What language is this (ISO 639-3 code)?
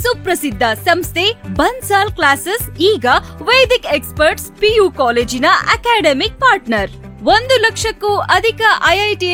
kan